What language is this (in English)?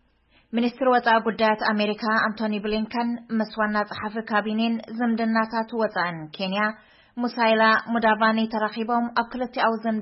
Tigrinya